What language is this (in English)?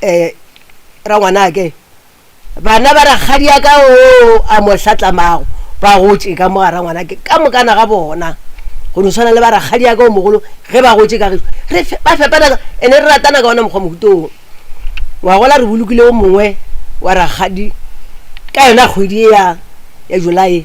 Northern Sotho